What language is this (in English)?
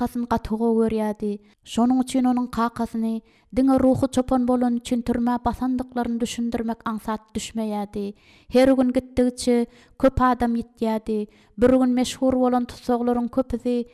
Turkmen